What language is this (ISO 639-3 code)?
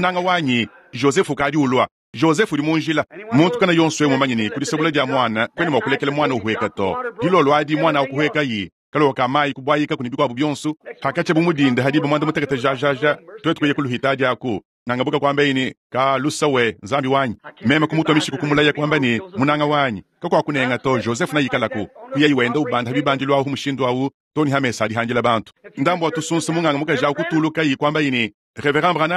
lua